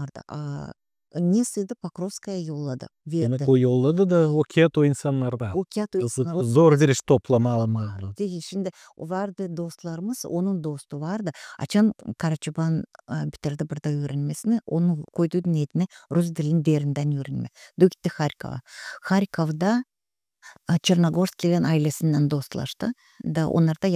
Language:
Gagauz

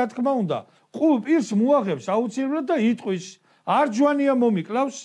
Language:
Georgian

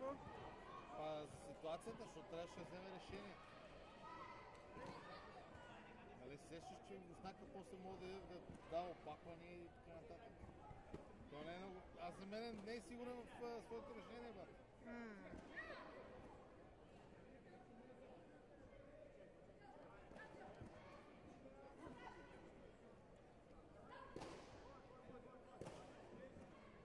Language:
Bulgarian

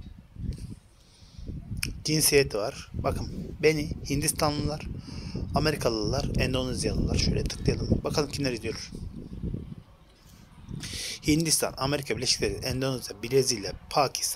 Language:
Turkish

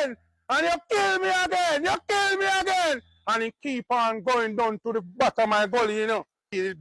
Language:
Jamaican Creole English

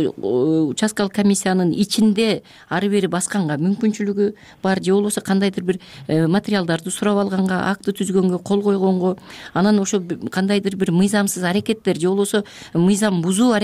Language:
Kyrgyz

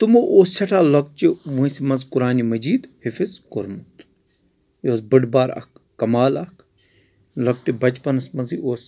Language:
Kashmiri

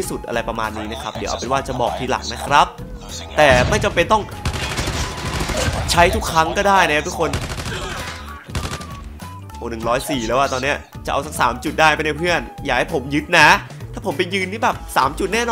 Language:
Thai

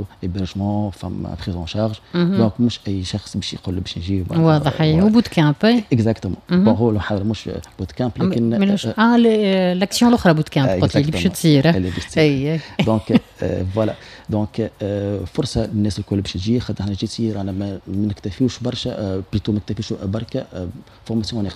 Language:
Tunisian Arabic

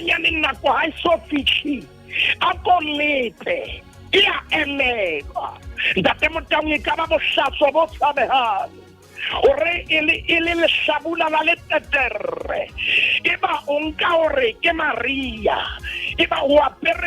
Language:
Southern Sotho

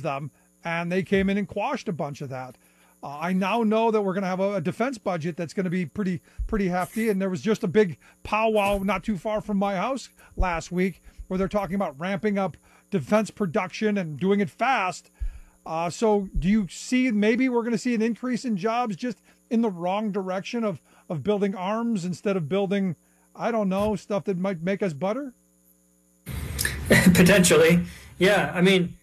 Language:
English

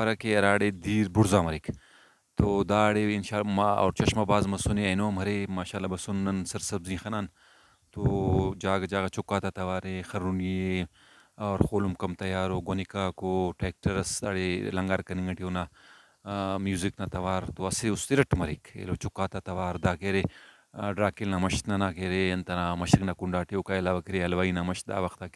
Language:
Brahui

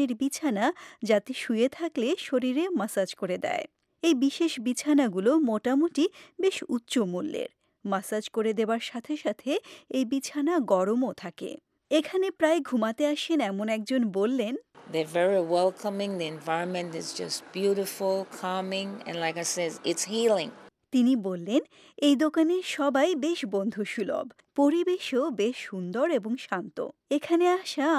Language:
Bangla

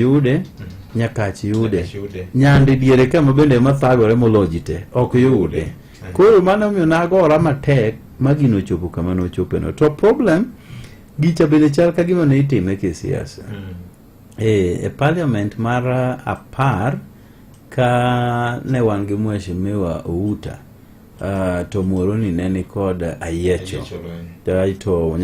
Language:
Luo (Kenya and Tanzania)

